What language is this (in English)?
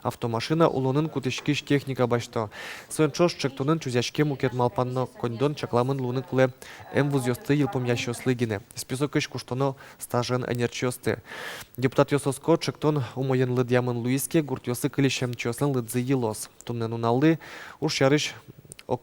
Udmurt